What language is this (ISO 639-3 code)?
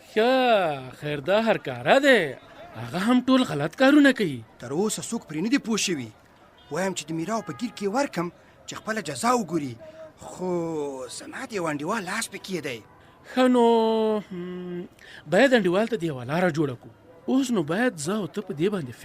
pus